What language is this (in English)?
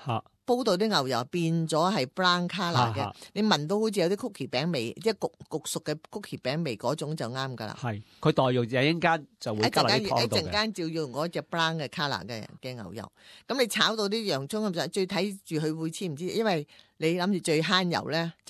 Cantonese